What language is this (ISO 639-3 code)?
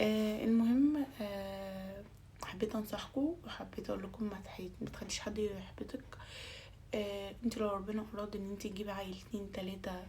arz